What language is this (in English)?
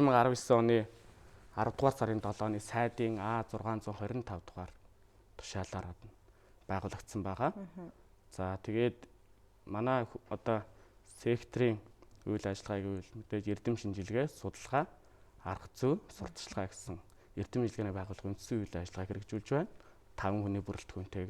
Mongolian